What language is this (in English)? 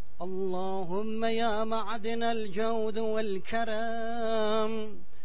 Turkish